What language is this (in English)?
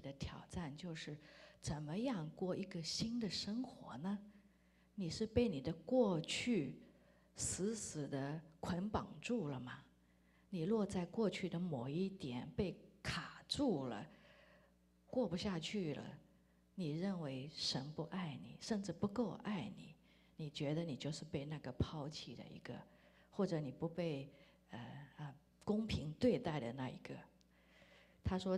Chinese